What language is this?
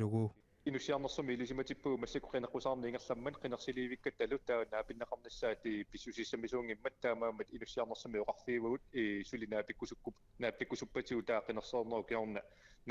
Kalaallisut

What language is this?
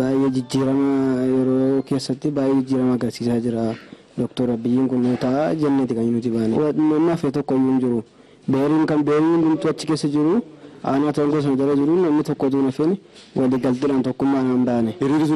Oromo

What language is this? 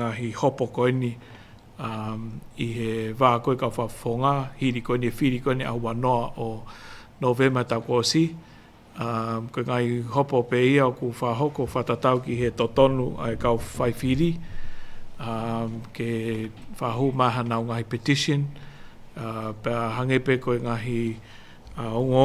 Tongan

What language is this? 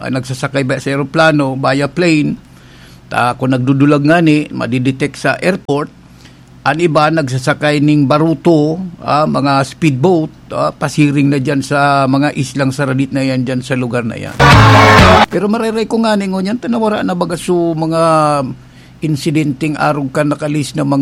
Bikol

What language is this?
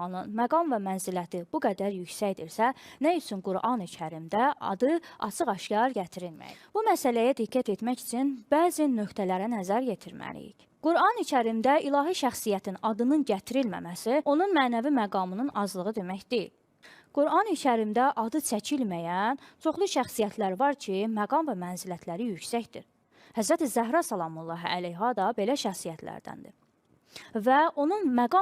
Azerbaijani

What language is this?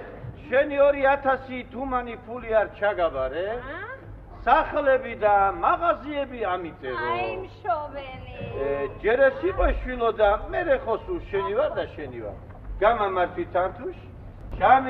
Georgian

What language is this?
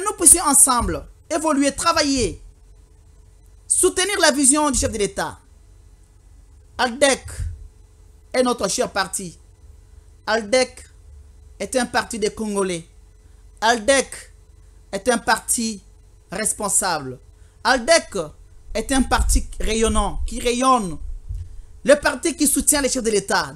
French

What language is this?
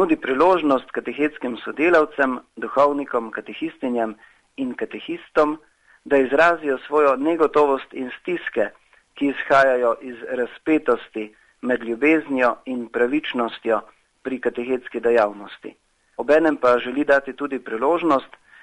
Slovenian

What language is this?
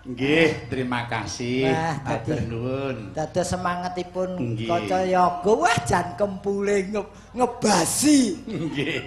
Javanese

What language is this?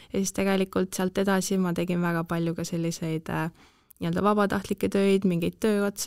Estonian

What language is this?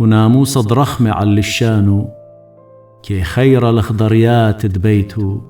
Assyrian Neo-Aramaic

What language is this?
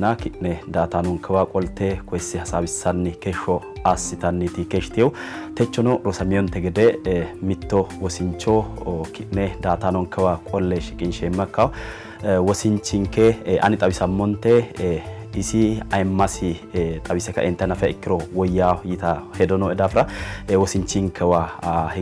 Sidamo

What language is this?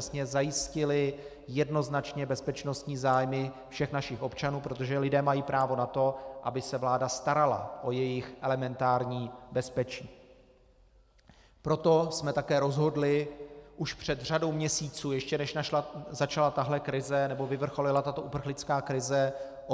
Czech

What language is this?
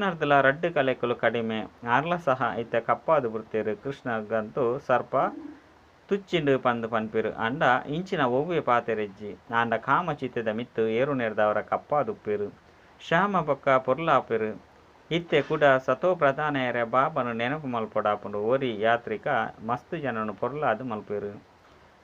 Tulu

